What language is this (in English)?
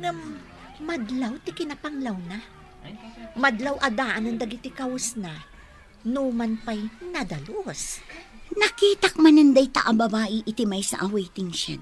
Iloko